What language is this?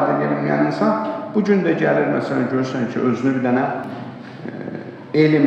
Azerbaijani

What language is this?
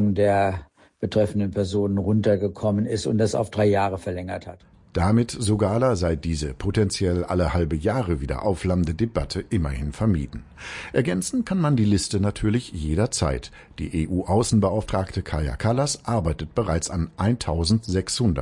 German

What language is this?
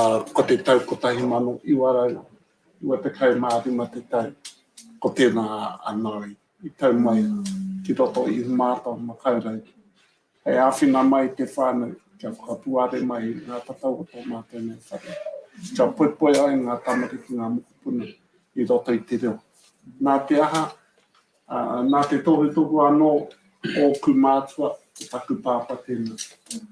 Māori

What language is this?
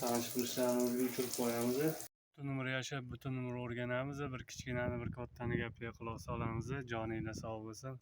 Uzbek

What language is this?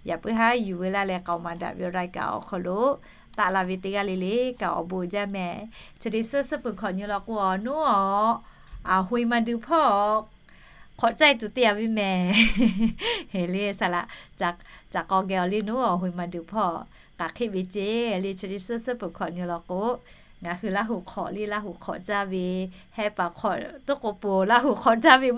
Lahu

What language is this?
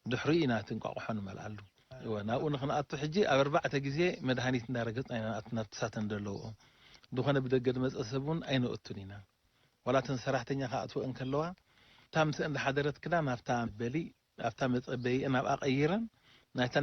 Tigrinya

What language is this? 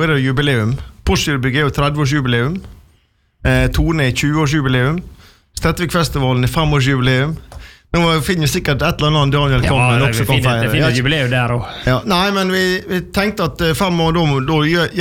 Norwegian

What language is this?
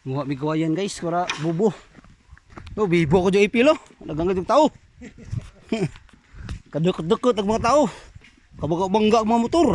Cebuano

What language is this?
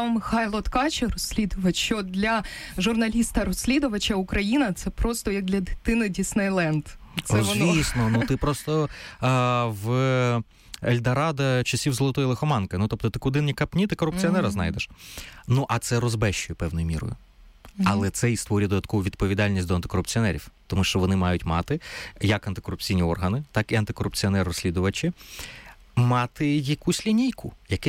Ukrainian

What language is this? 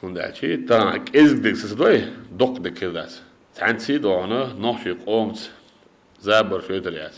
Chechen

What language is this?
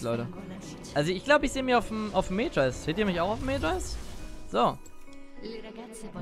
German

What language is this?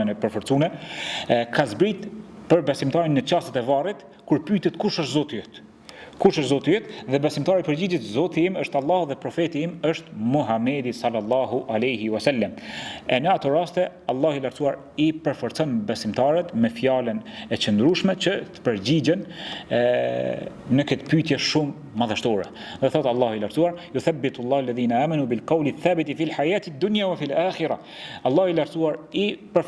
Albanian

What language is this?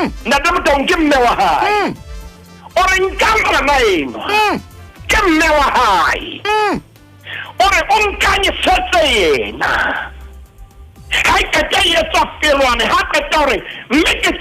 Southern Sotho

